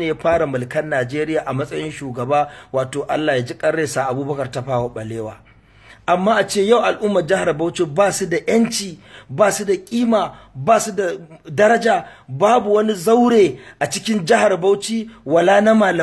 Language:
Hausa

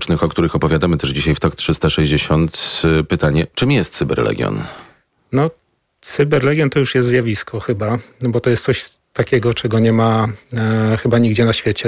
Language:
Polish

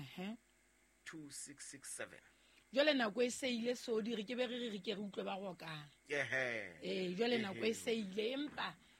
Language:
Southern Sotho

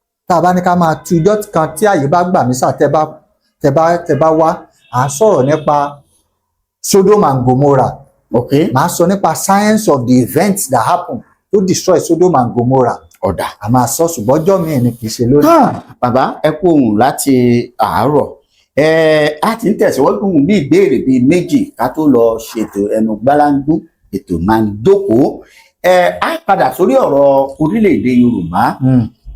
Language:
Yoruba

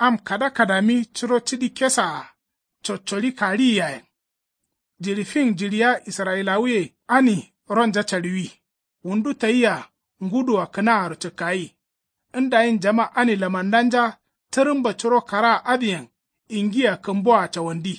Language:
Kanuri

